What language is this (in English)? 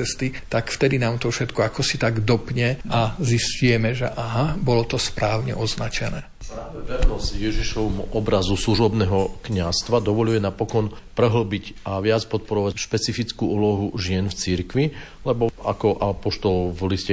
Slovak